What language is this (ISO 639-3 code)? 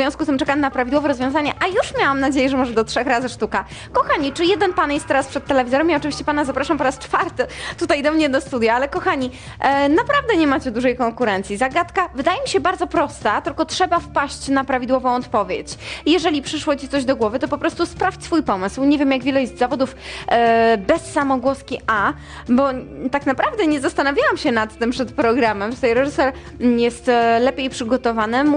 pol